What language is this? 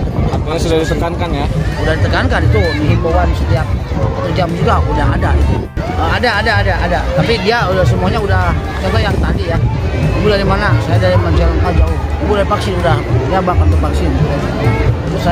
Indonesian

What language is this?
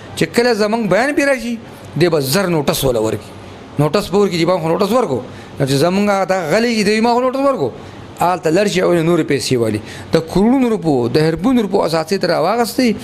Pashto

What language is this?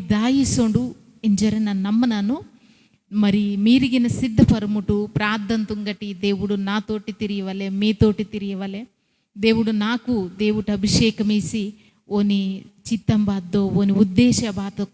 Koya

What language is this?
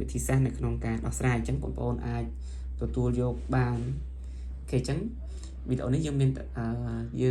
Khmer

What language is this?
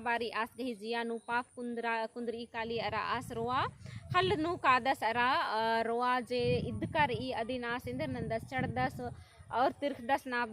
Kurukh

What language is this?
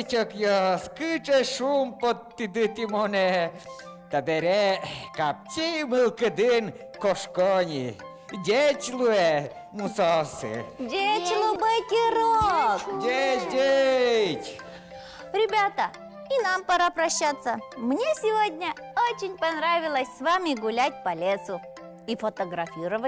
Udmurt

